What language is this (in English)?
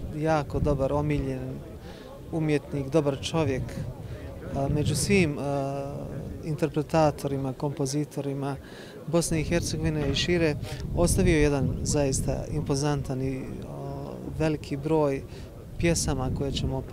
Bosnian